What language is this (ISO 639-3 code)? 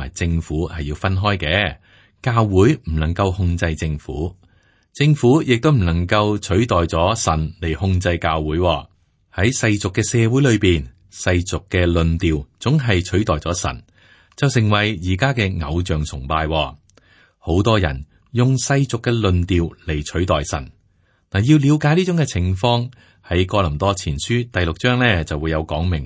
yue